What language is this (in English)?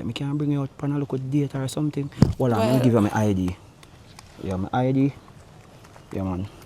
Jamaican Creole English